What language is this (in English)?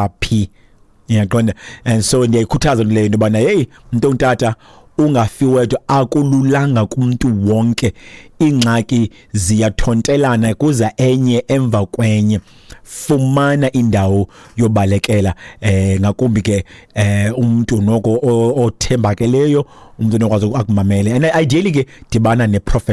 Xhosa